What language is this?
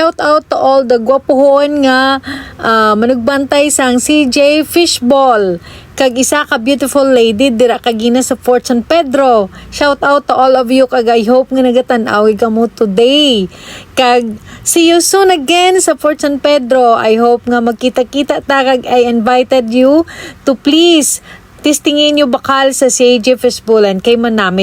Hiligaynon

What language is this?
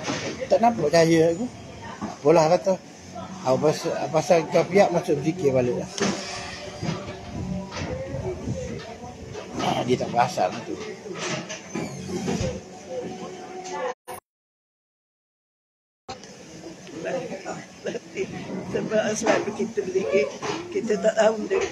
Malay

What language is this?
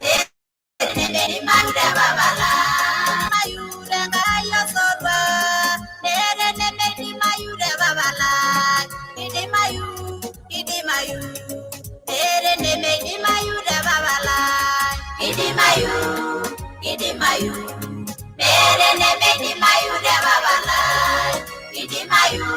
Masai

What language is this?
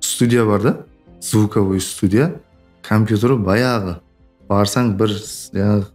Kara-Kalpak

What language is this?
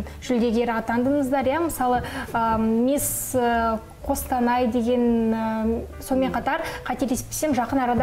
Kazakh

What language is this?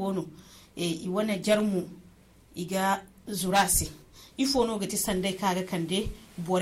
Zarma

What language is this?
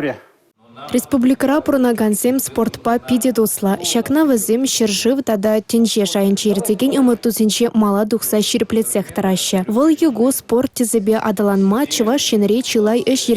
Chuvash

